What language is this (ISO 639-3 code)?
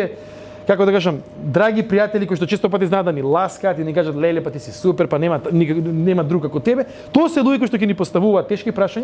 mkd